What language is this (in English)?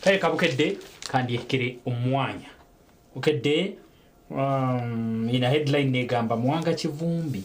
Nyankole